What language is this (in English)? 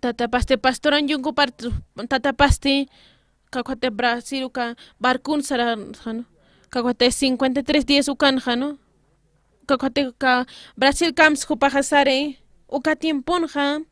Aymara